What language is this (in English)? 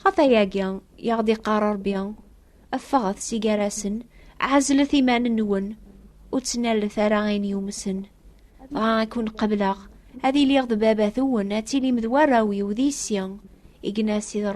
Kabyle